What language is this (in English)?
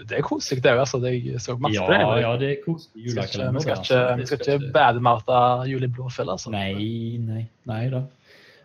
Norwegian